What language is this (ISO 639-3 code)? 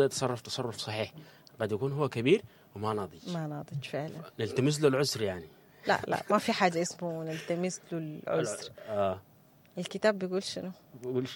apd